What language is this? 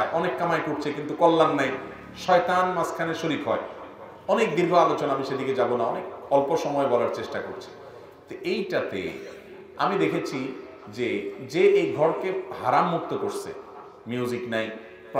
Bangla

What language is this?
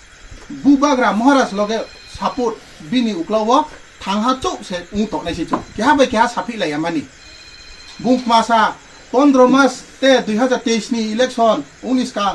Kok Borok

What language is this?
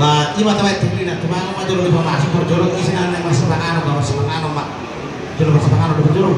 Batak Toba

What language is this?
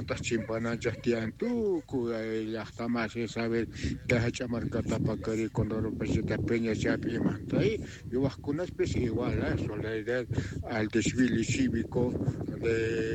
Quechua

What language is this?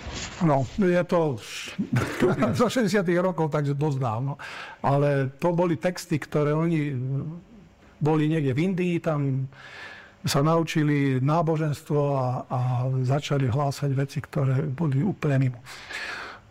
Slovak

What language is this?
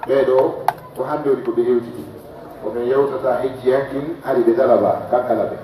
Pular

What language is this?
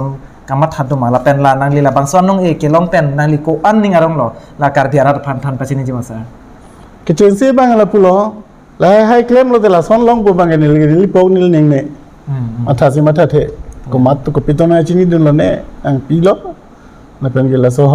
Karbi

